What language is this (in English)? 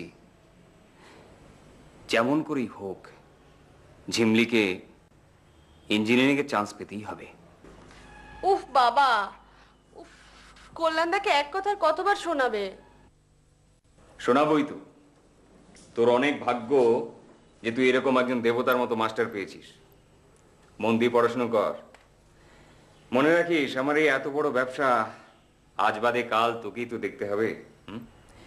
Bangla